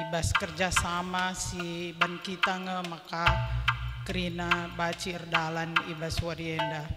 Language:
Batak Karo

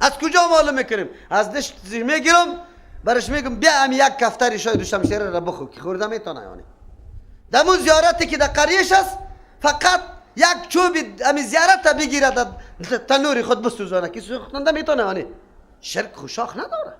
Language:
Persian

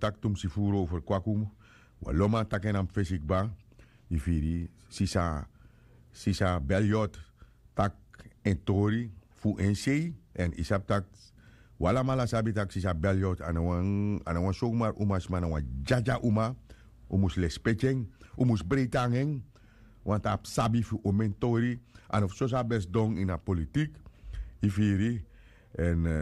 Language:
Sranan Tongo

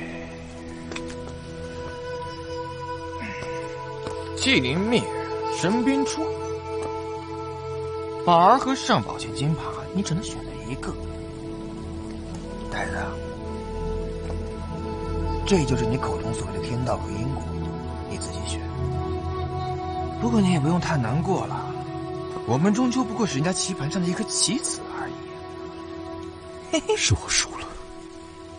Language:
Chinese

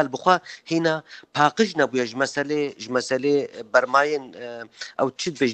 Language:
Kurdish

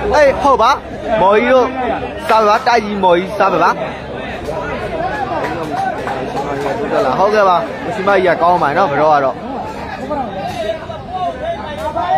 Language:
Burmese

